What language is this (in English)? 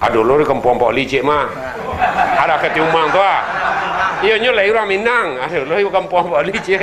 Minangkabau